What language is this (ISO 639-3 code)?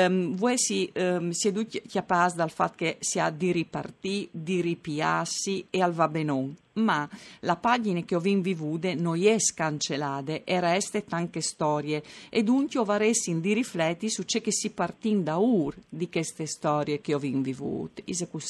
fur